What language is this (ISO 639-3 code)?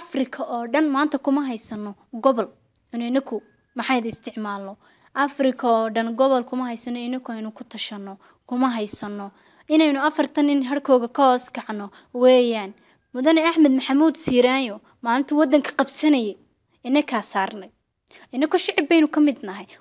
som